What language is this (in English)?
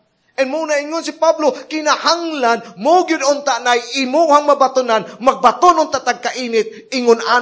Cebuano